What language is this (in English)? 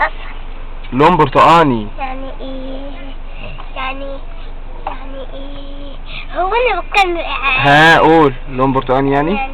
Egyptian Arabic